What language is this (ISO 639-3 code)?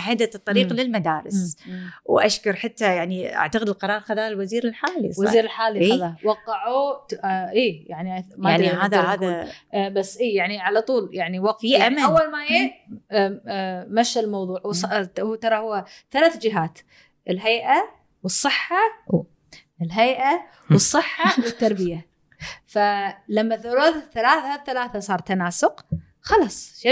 afb